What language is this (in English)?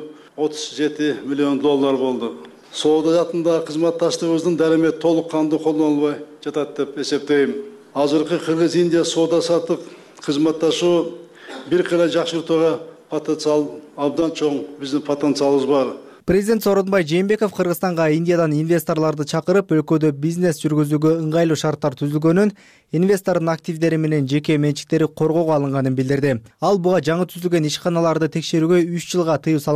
Kyrgyz